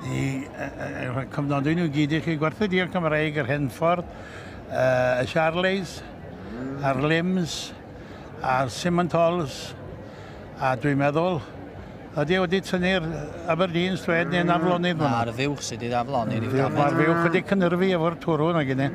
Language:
Welsh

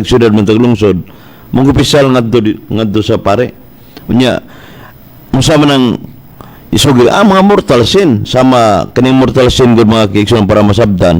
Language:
Cebuano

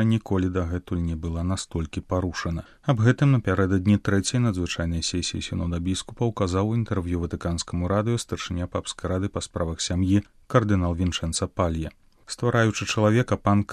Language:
Belarusian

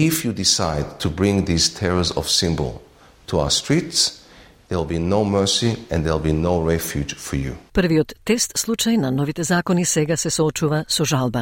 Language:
Macedonian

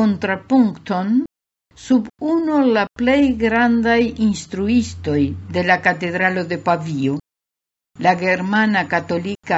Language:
Esperanto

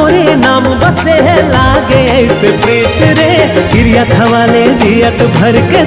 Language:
Chhattisgarhi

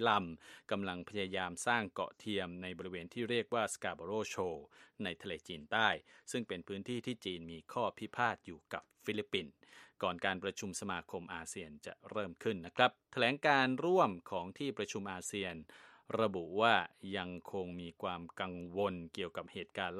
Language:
Thai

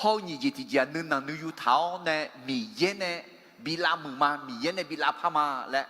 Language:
Akha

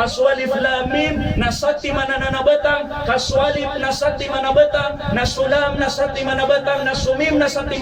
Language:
Maranao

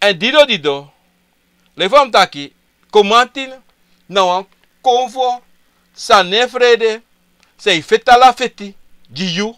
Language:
Sranan Tongo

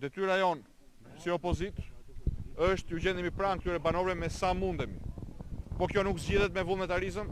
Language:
Albanian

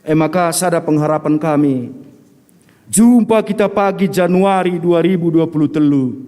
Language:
Batak Karo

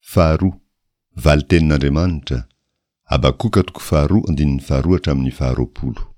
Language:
Malagasy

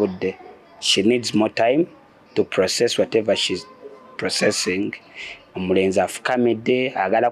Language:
Ganda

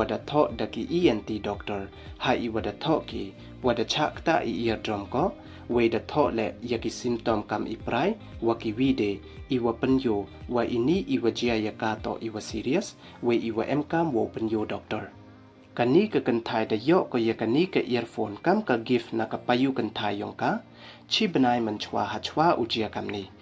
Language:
Pnar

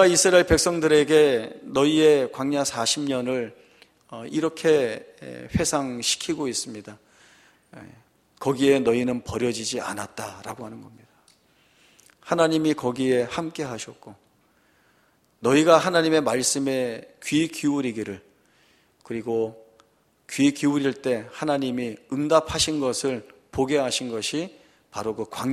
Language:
Korean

